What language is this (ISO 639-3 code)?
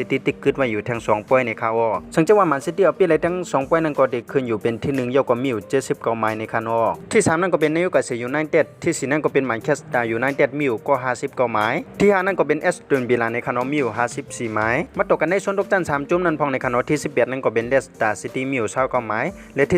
shn